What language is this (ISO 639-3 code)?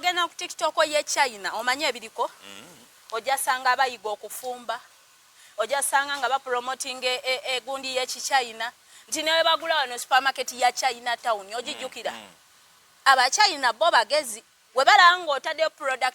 lug